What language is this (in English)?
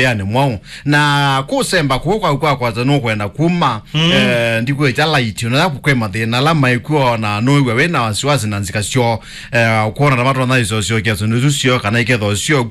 Kamba